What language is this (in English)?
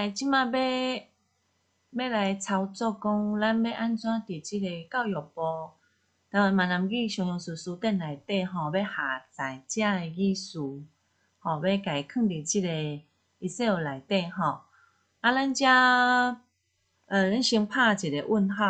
Min Nan Chinese